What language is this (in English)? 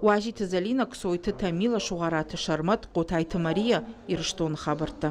Ossetic